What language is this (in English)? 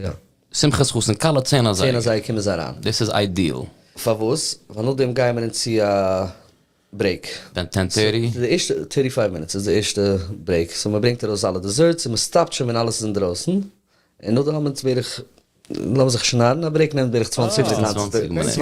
Yiddish